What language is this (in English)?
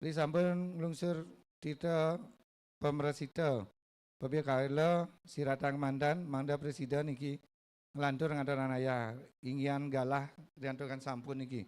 Balinese